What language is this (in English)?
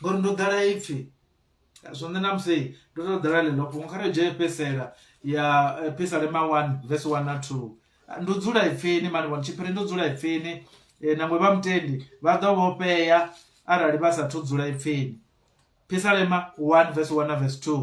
Venda